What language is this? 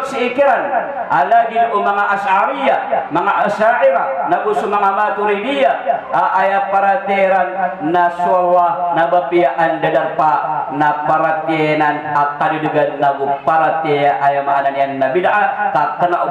Maranao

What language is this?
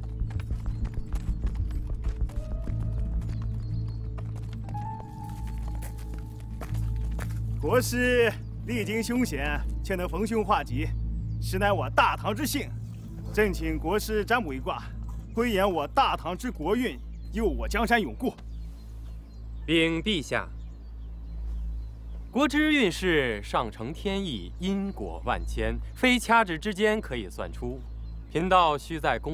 Chinese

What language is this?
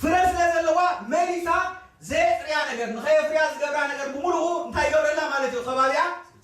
Tigrinya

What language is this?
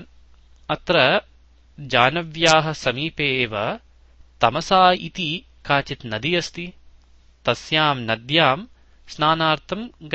Sanskrit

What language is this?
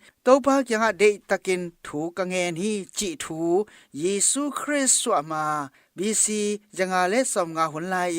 Tedim Chin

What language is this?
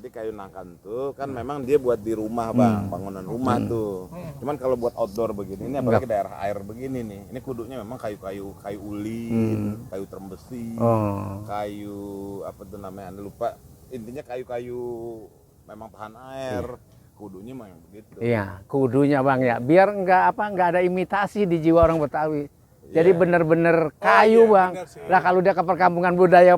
Betawi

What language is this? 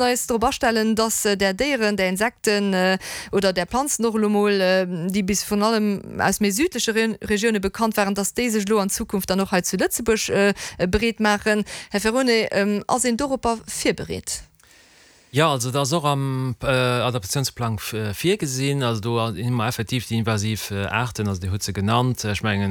Luxembourgish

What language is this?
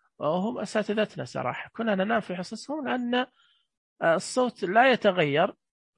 Najdi Arabic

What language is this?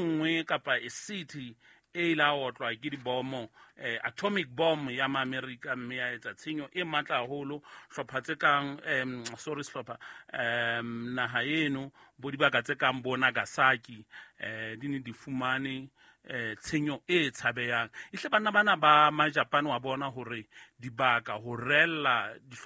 Southern Sotho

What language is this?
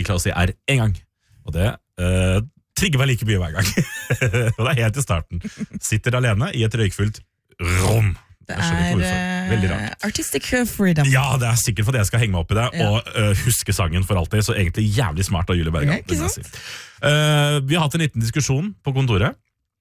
Norwegian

